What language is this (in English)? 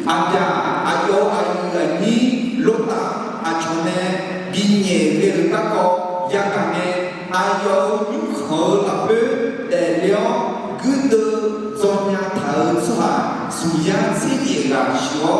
Akha